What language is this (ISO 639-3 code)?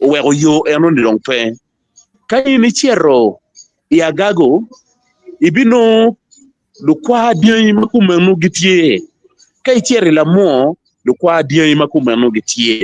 ach